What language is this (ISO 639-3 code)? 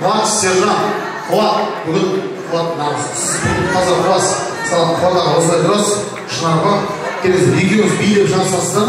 kaa